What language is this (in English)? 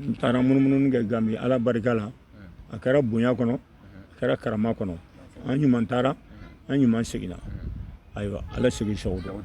Bambara